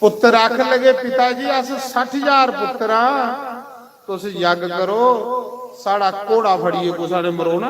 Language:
Dogri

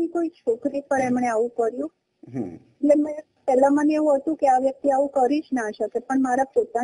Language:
Gujarati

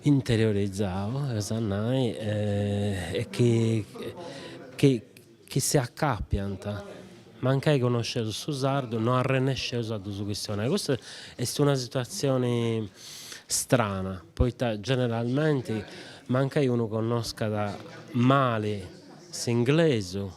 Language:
Sardinian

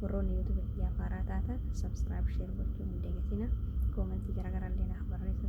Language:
Oromo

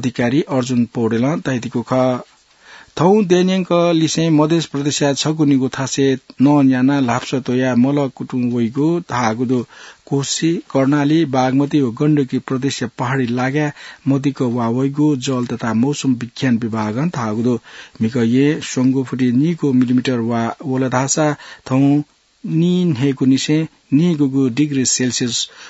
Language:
Newari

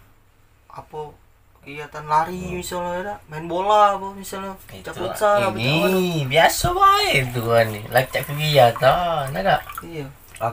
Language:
Musi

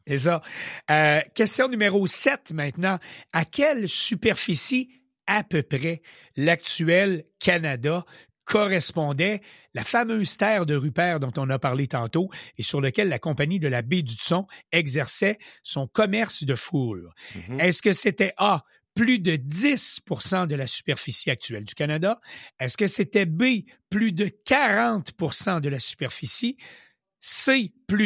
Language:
French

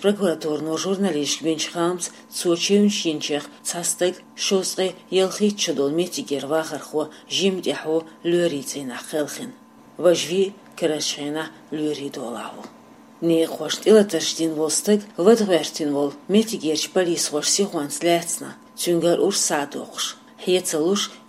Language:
Chechen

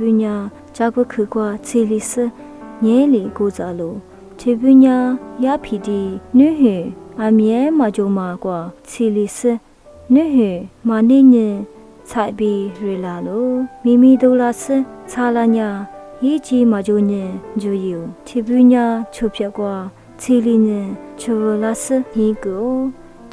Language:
Lisu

